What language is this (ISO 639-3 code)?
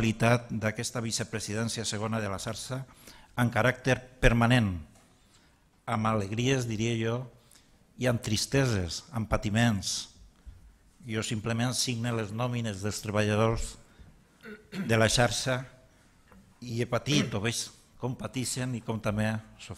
cat